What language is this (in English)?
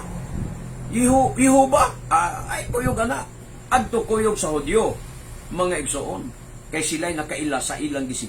Cebuano